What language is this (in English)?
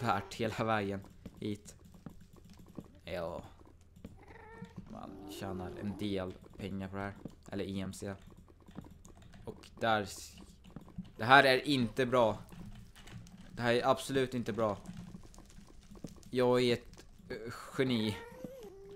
Swedish